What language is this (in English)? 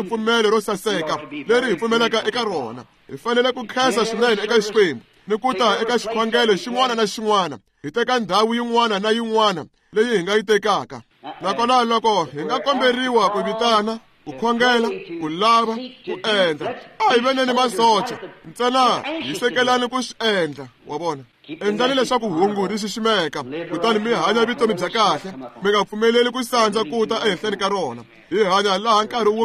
Tsonga